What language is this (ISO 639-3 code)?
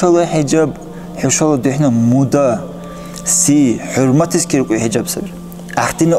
dar